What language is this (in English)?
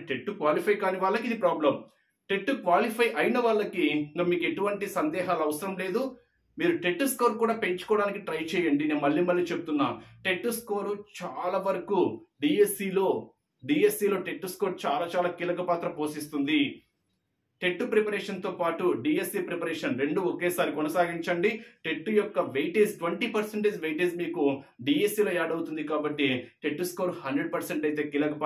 Telugu